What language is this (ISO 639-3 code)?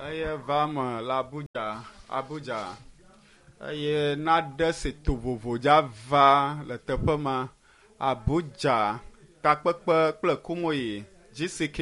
ewe